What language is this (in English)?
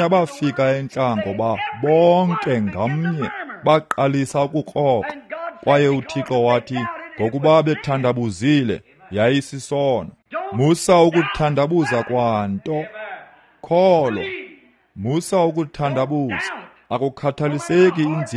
Xhosa